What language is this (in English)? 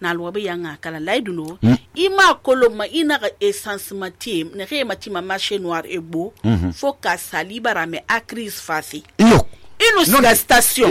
Susu